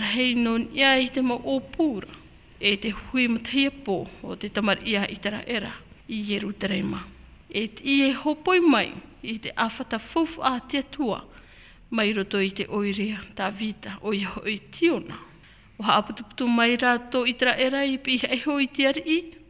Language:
Tahitian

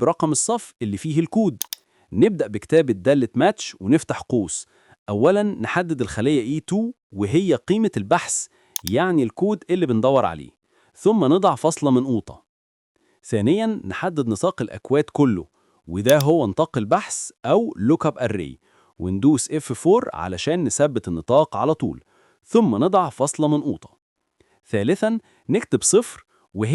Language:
Egyptian Arabic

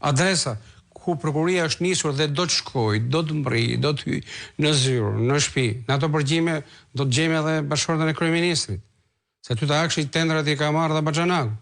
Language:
Albanian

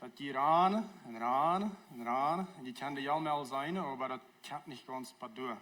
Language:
Plautdietsch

